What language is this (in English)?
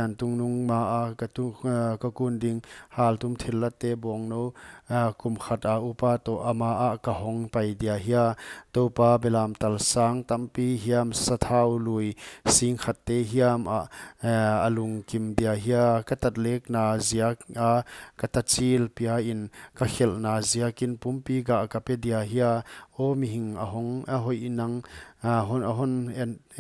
Paite Chin